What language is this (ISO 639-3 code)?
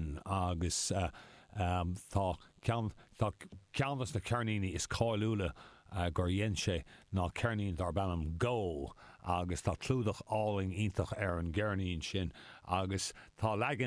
gle